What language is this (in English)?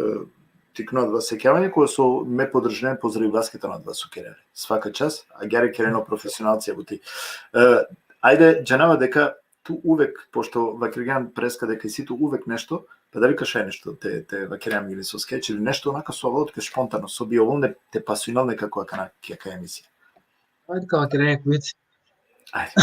Balkan Romani